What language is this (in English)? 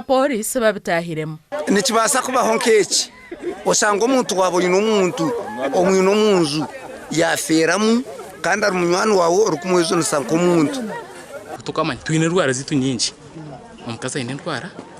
Nyankole